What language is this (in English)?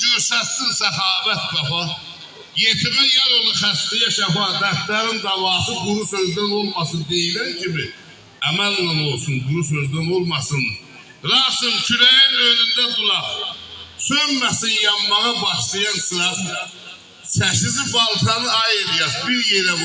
South Azerbaijani